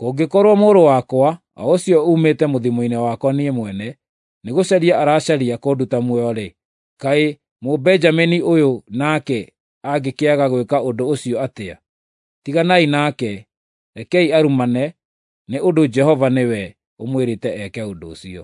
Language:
Kikuyu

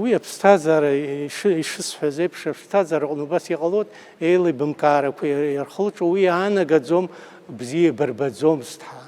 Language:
Abkhazian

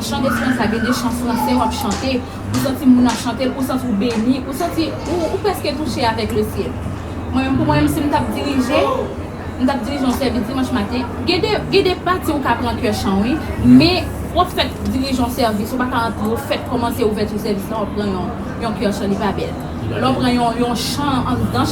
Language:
Haitian Creole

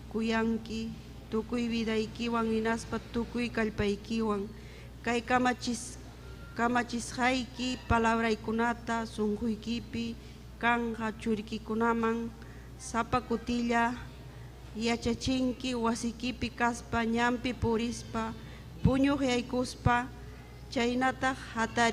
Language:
Ayacucho Quechua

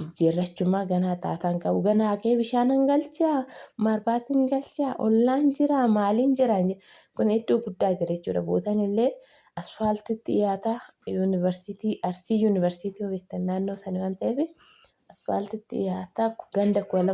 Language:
Oromo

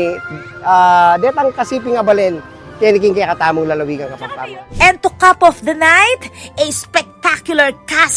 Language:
Pampanga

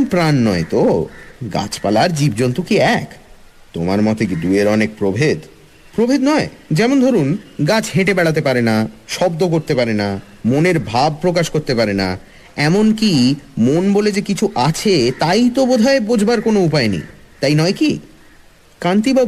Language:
Bangla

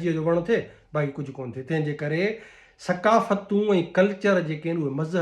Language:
Sindhi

